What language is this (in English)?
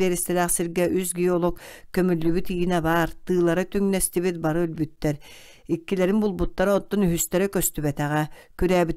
Yakut